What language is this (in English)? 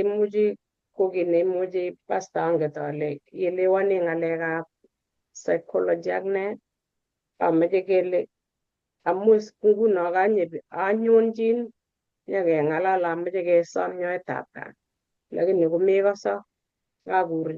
Kalenjin